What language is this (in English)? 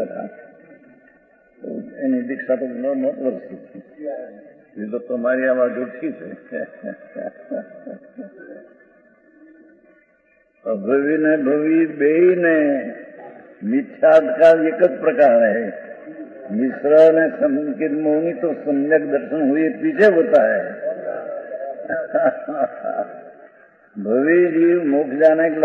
Hindi